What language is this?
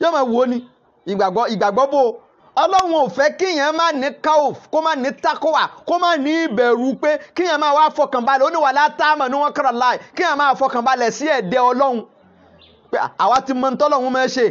Yoruba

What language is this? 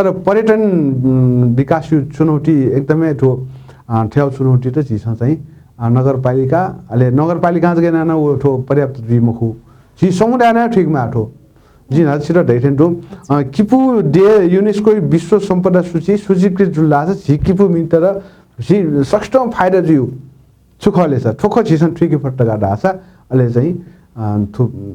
Newari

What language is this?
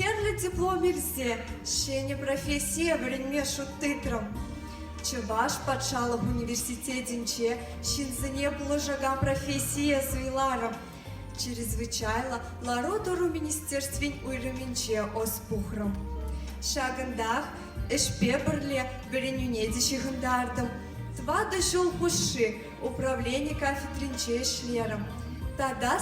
Chuvash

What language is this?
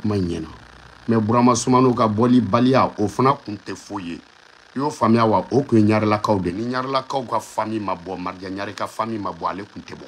Bambara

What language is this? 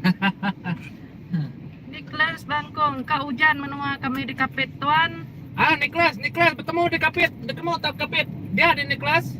Iban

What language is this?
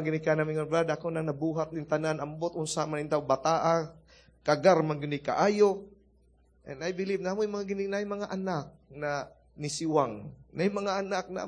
Cebuano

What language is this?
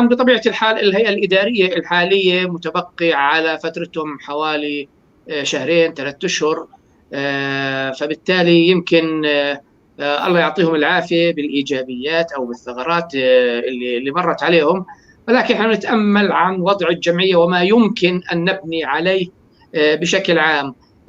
North Levantine Arabic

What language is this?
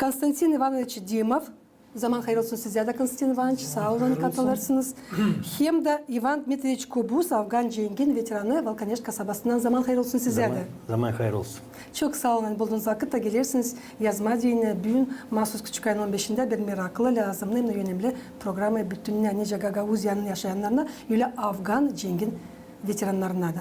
Gagauz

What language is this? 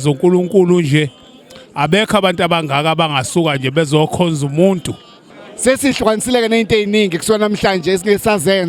Zulu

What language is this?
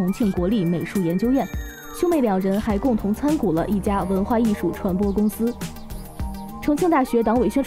Chinese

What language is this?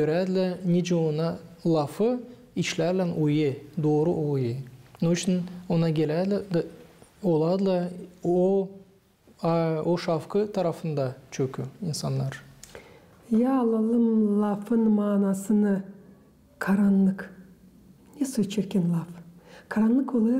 Gagauz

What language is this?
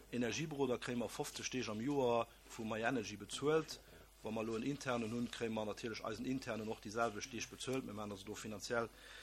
Luxembourgish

